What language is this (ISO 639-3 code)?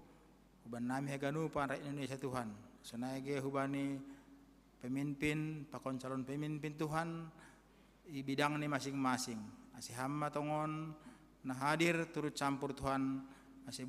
bts